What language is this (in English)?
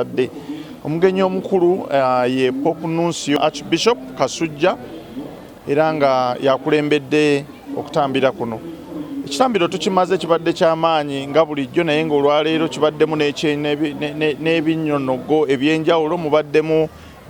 Ganda